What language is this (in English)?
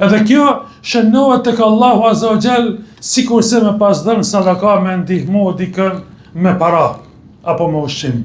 Albanian